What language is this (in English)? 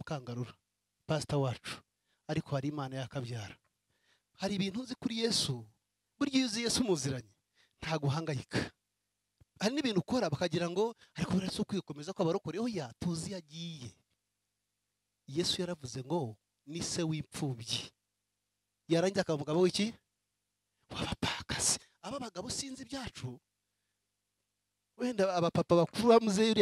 Kinyarwanda